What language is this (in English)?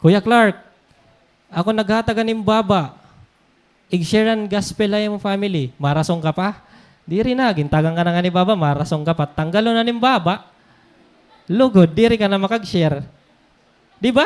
Waray